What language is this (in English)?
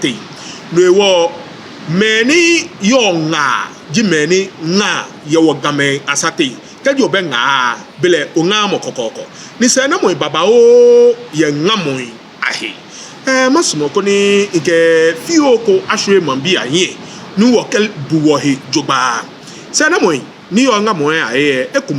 Ga